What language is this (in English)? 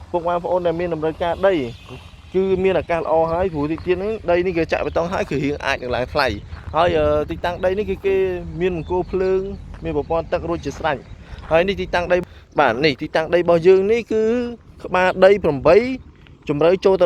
Khmer